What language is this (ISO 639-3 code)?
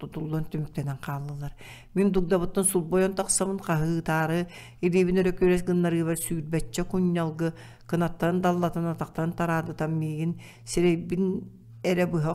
sah